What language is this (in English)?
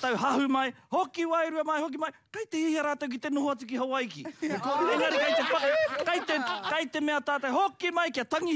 Māori